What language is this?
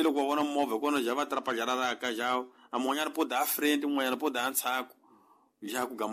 Tsonga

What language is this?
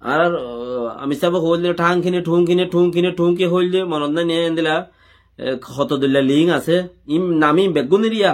Rohingya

